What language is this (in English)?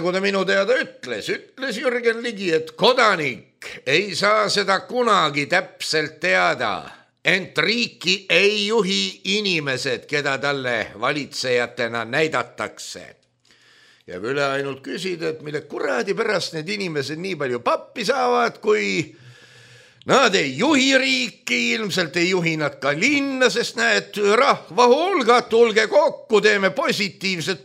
Estonian